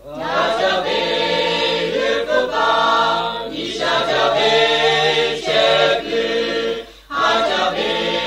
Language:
Lahu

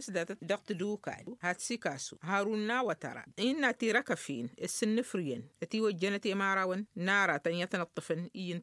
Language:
Tamasheq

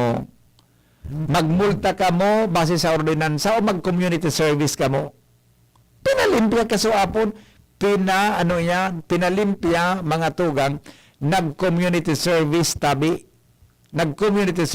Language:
Bikol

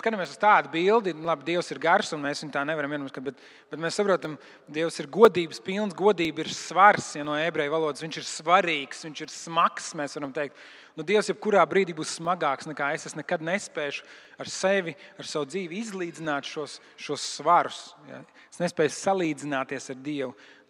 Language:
Latvian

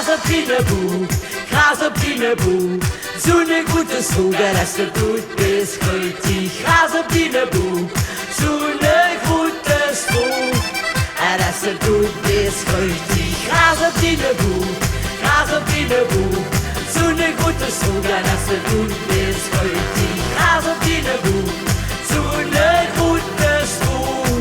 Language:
Limburgish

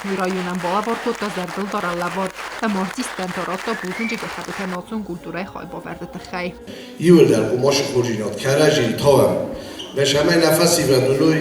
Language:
Ossetic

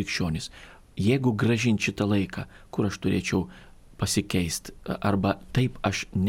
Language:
Lithuanian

